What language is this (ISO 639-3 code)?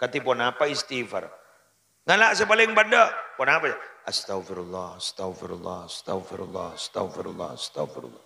mad